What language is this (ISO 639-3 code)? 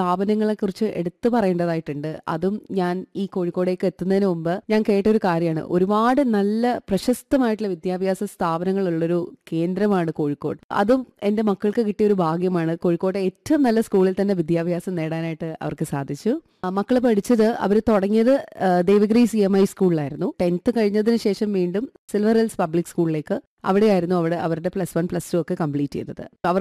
mal